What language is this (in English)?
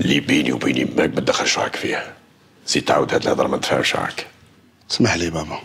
Algerian Arabic